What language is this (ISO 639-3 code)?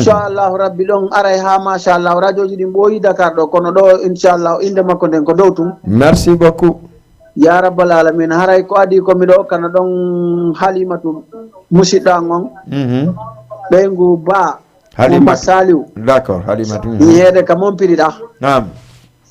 ful